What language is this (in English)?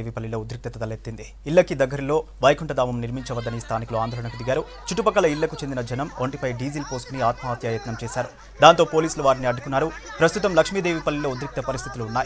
Telugu